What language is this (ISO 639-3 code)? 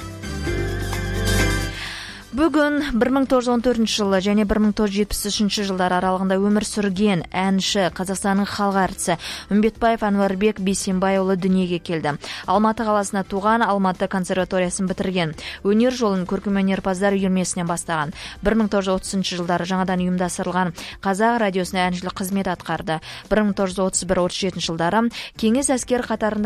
kaz